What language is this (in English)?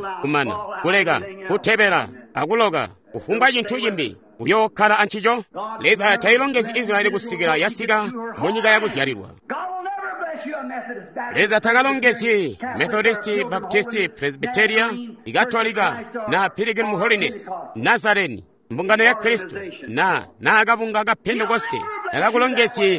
Tonga (Zambia)